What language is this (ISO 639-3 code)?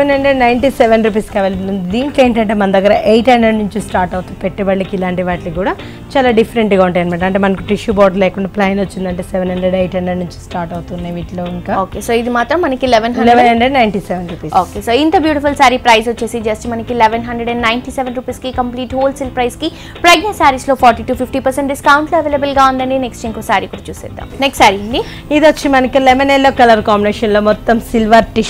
tel